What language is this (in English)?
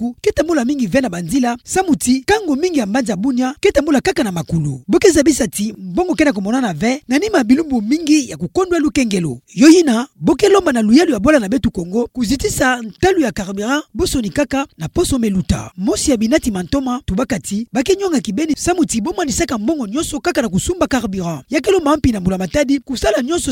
Kituba (Democratic Republic of Congo)